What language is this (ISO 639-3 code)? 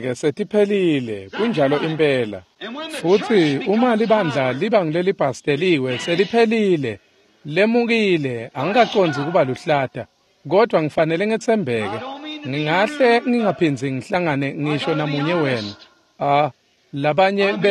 ssw